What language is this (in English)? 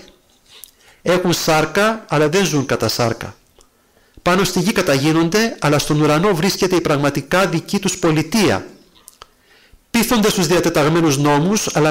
Greek